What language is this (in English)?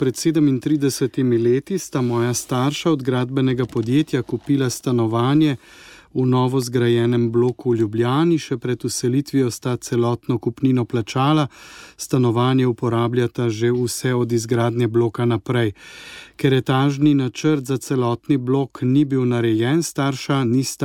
Slovenian